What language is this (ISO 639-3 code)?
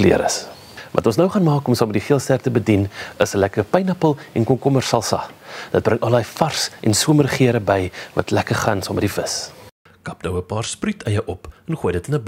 afr